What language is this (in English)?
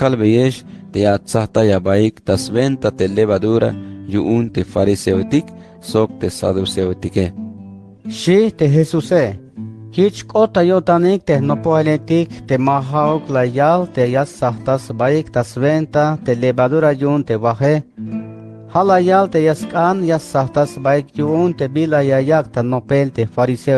Tzeltal